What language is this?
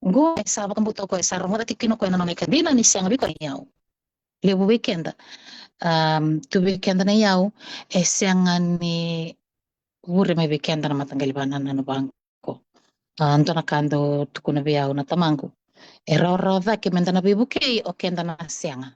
Fijian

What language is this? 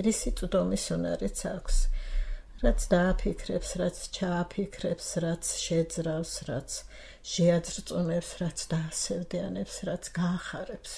Georgian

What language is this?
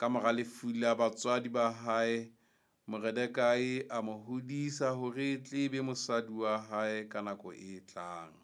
Southern Sotho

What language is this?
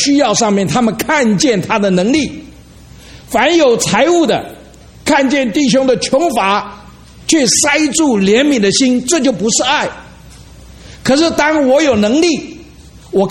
Chinese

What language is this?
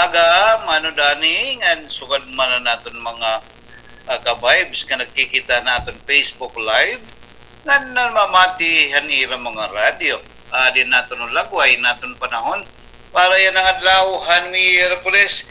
Waray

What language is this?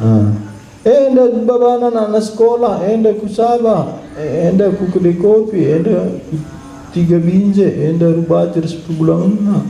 Batak Karo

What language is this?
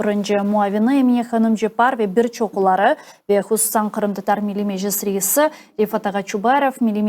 Crimean Tatar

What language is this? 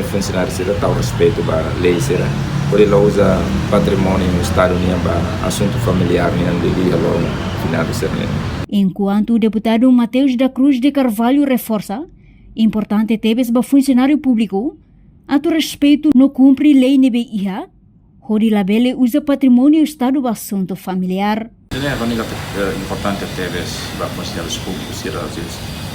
Tetum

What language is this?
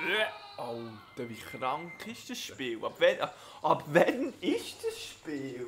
Swiss German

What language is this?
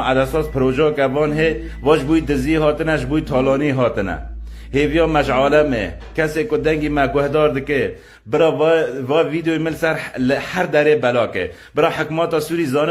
Kurdish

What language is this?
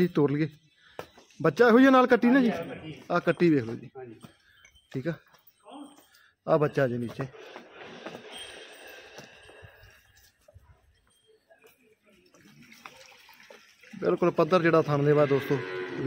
Punjabi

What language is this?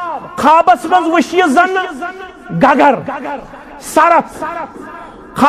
Kashmiri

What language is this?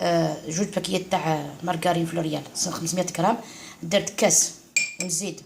Algerian Arabic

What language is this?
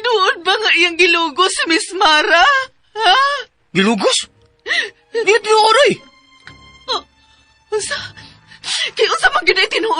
Cebuano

